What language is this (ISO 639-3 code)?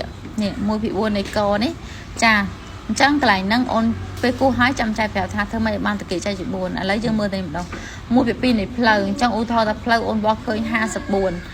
khm